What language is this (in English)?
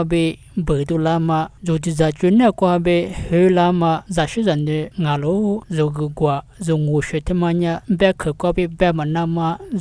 Lisu